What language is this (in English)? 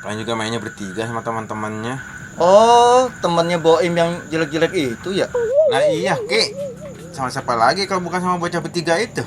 Betawi